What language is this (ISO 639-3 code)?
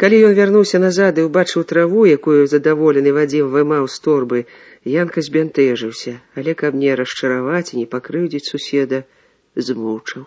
bel